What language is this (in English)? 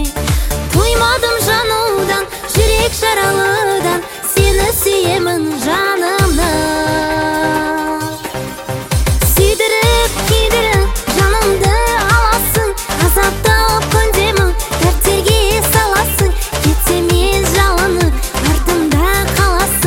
Kazakh